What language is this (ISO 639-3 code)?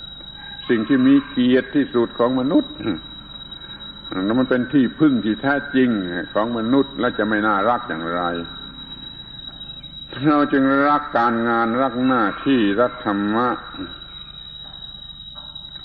tha